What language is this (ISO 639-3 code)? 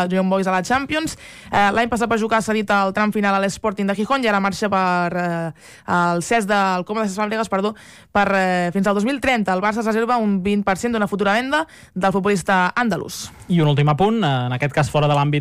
cat